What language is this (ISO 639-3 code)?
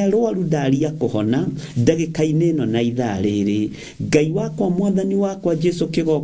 kik